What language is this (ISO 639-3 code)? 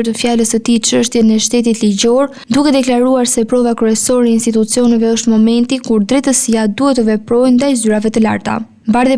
sqi